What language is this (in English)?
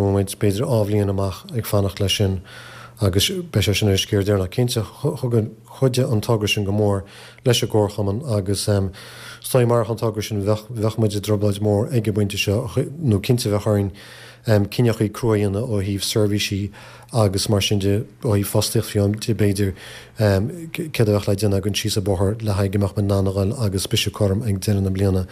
Irish